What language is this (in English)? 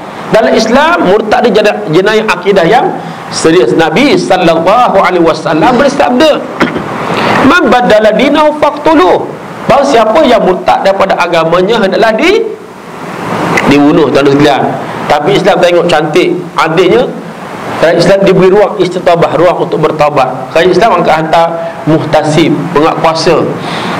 Malay